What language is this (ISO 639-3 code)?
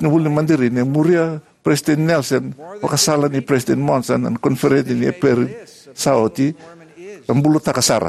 fij